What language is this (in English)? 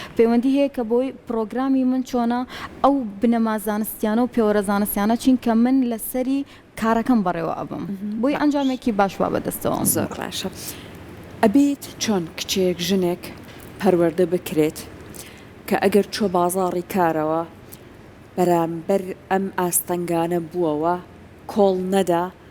Central Kurdish